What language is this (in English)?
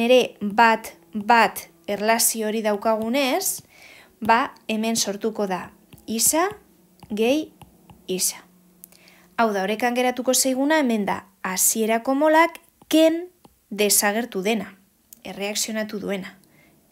Basque